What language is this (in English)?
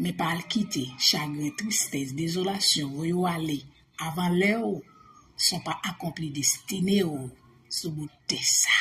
Haitian Creole